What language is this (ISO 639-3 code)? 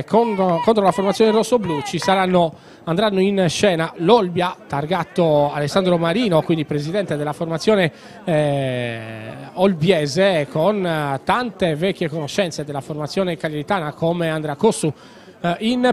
ita